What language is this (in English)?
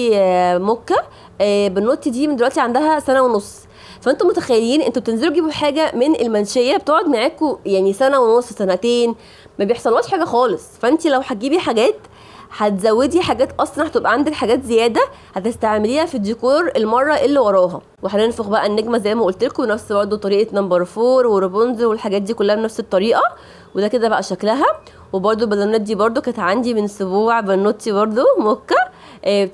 Egyptian Arabic